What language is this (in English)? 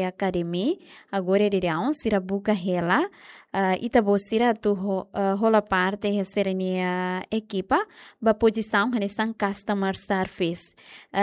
Tetum